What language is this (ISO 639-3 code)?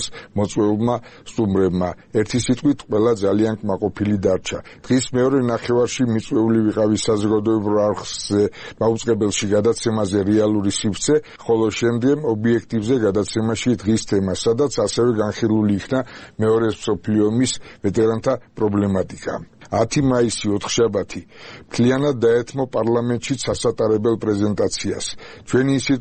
kat